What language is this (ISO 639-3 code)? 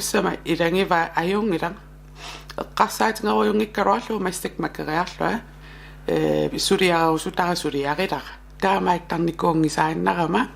kal